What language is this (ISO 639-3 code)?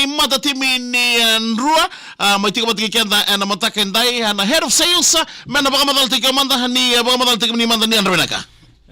fij